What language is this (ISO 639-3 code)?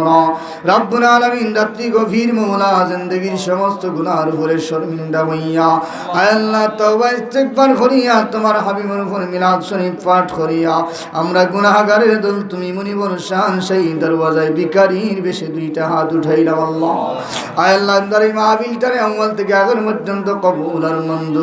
syl